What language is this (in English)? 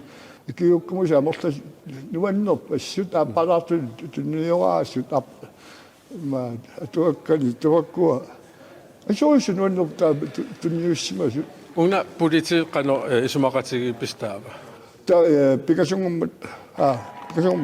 Kalaallisut